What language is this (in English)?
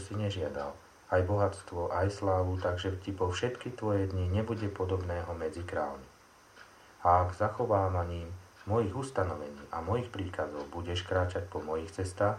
Slovak